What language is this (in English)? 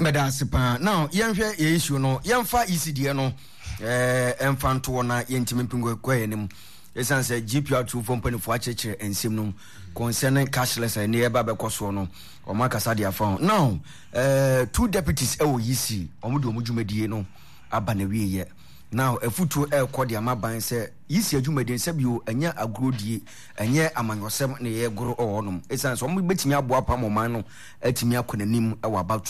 Akan